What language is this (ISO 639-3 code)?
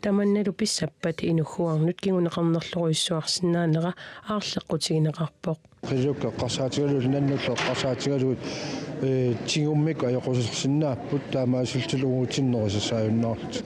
kal